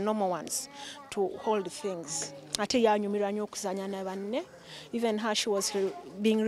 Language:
Ganda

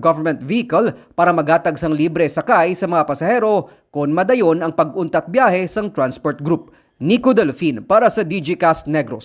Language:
Hiligaynon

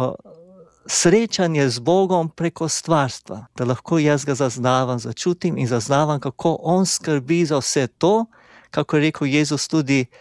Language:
Slovenian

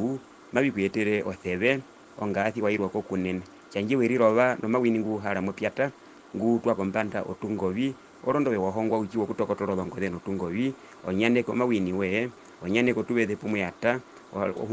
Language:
Herero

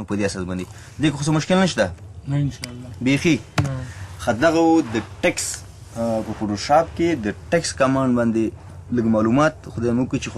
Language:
Pashto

